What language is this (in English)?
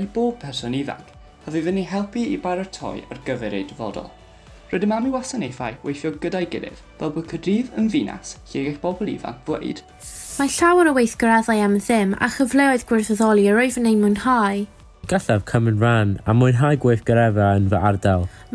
Welsh